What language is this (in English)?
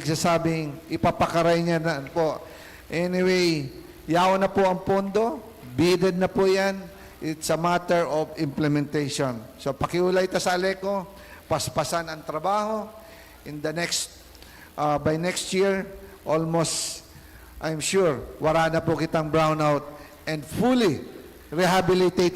Bikol